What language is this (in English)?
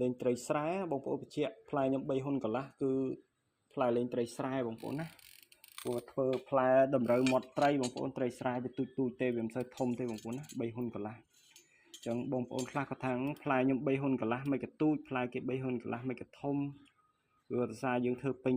Khmer